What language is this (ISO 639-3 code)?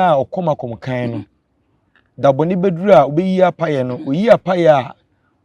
aka